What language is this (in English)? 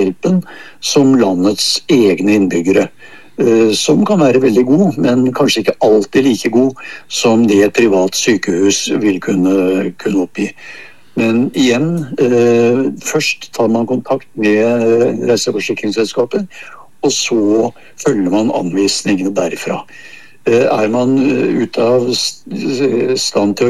Norwegian